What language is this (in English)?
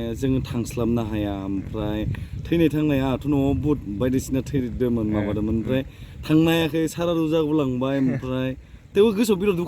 Bodo